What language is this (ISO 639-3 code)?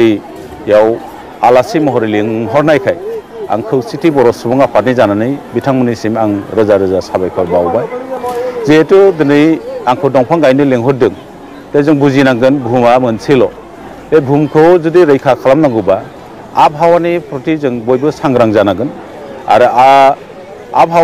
brx